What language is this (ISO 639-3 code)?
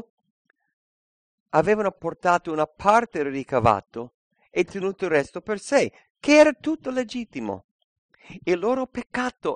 ita